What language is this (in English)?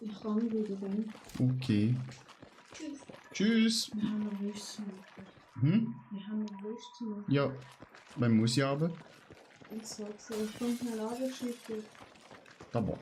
Swiss German